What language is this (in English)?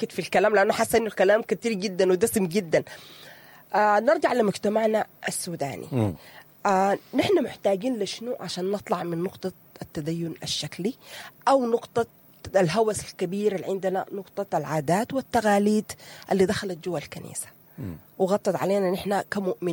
Sudanese Arabic